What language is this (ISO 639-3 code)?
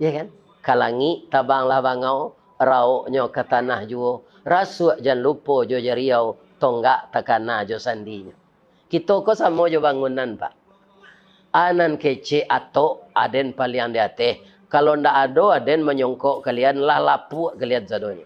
min